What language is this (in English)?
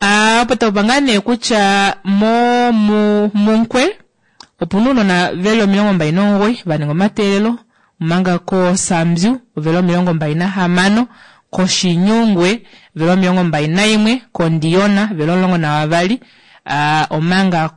Kuanyama